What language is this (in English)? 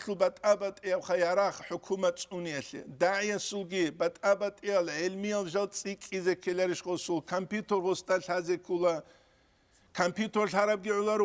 Avaric